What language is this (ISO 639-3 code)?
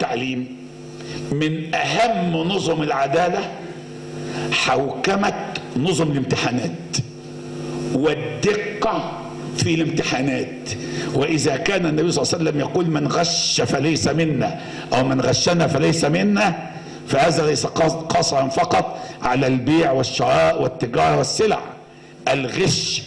ara